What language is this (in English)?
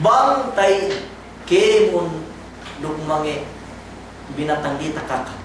Yakan